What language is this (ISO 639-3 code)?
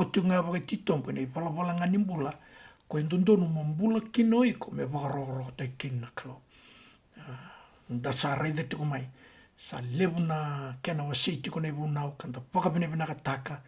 fij